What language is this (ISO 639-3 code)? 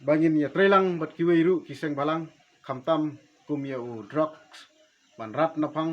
kha